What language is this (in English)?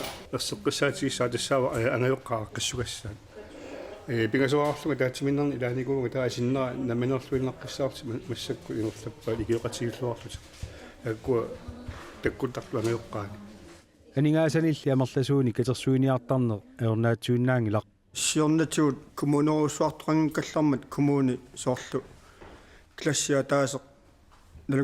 Kalaallisut